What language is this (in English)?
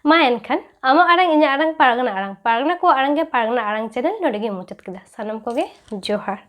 Santali